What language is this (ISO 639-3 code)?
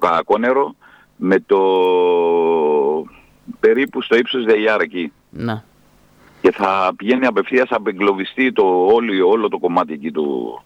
ell